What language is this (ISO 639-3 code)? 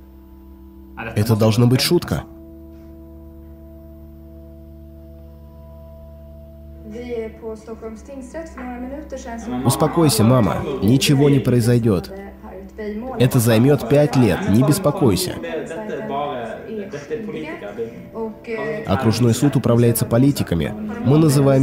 rus